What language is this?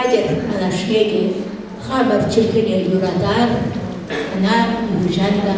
Chuvash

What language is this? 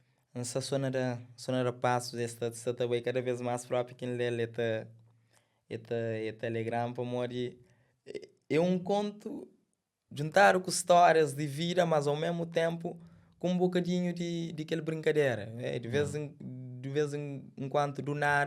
Kabuverdianu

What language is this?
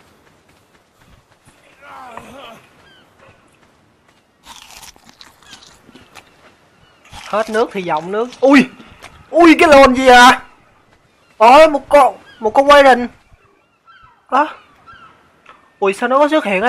Vietnamese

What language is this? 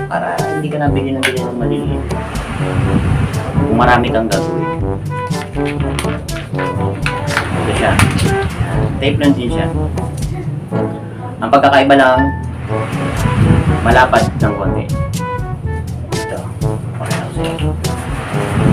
Filipino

